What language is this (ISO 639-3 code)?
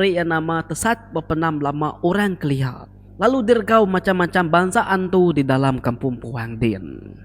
iba